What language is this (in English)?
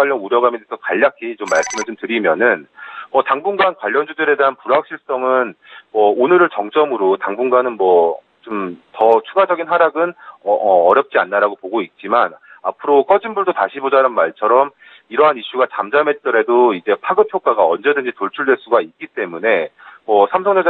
Korean